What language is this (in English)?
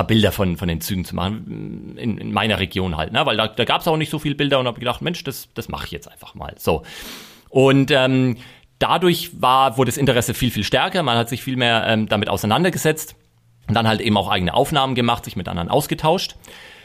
German